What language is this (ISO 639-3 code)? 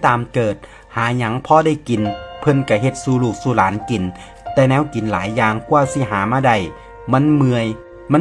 tts